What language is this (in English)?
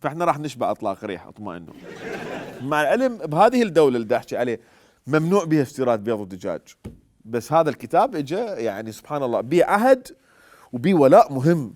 Mesopotamian Arabic